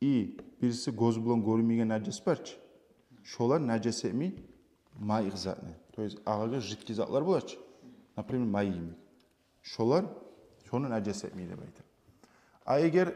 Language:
Kumyk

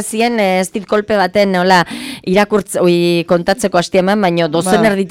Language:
Basque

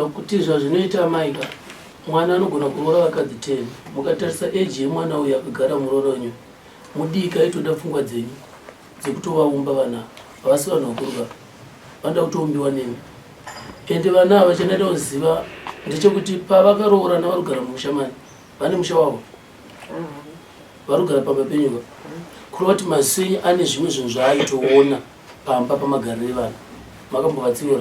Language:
Shona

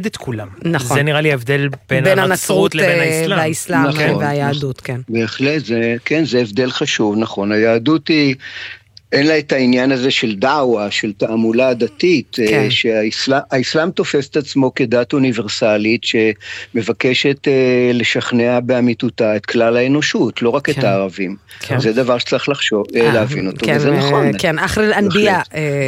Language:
Hebrew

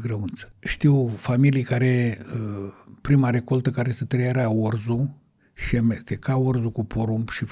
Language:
Romanian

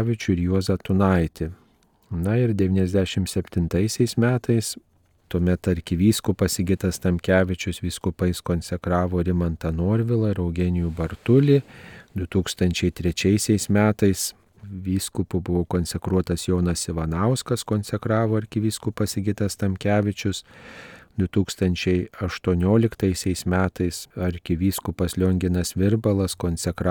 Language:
Lithuanian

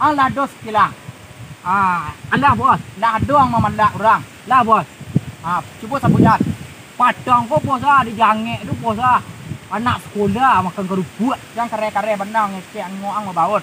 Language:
Minangkabau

